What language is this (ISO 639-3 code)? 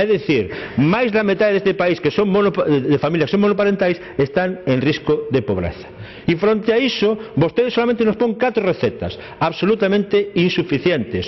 glg